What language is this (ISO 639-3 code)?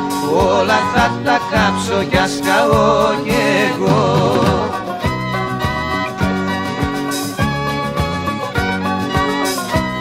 ell